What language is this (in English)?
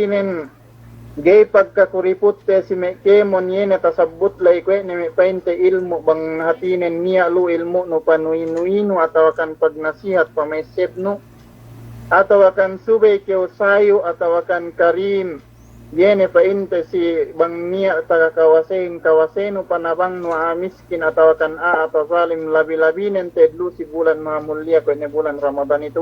Yakan